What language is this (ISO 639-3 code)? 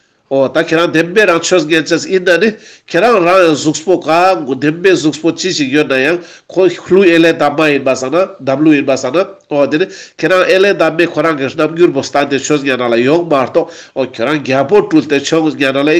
lbj